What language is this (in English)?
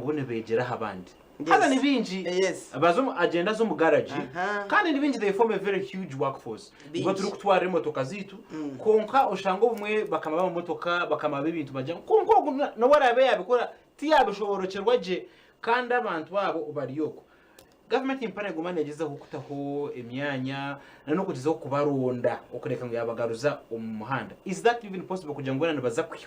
Nyankole